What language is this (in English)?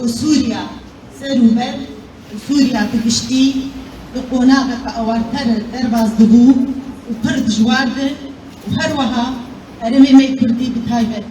Kurdish